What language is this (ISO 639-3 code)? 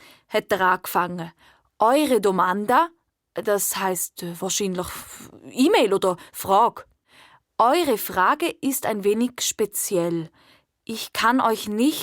gsw